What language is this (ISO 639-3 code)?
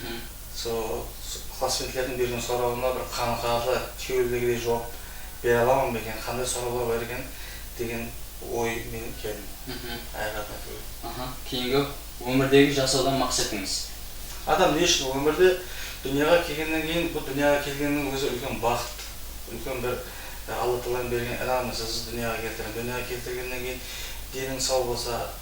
kaa